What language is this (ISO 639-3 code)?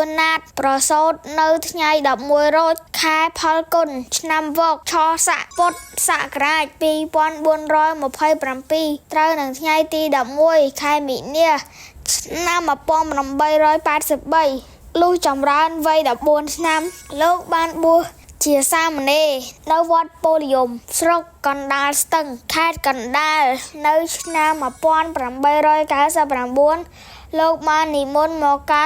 khm